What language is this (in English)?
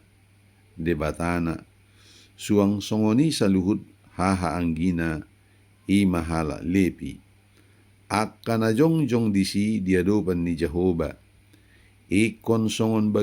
Batak Toba